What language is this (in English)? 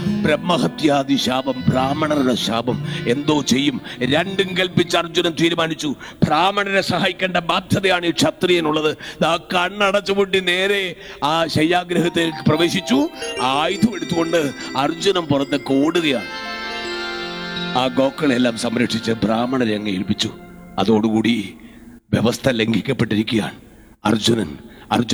Malayalam